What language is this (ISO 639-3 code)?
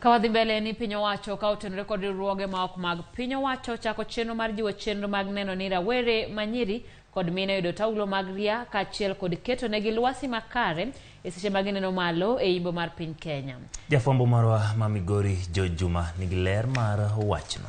luo